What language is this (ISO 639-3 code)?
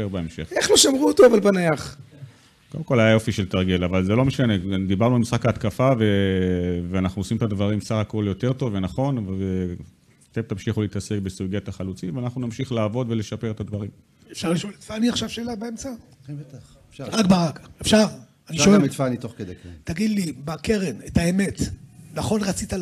heb